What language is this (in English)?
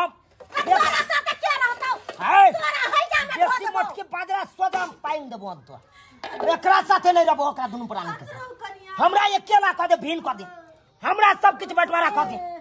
Maithili